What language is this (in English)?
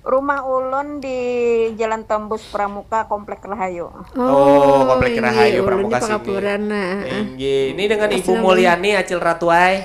Banjar